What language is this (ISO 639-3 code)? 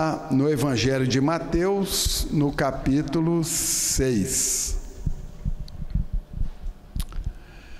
por